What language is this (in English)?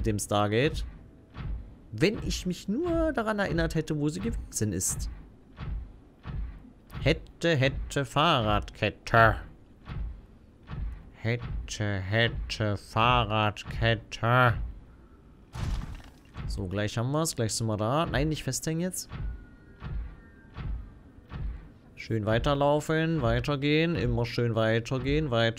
German